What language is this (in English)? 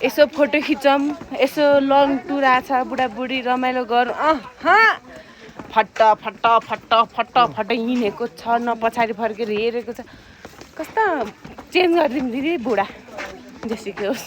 Nepali